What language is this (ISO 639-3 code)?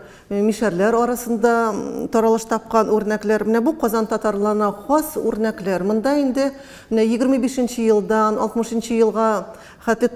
tat